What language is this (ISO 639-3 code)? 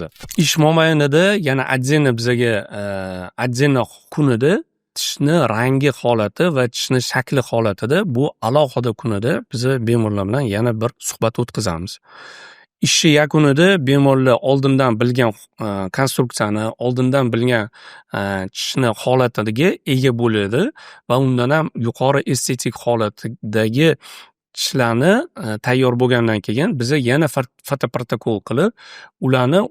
uzb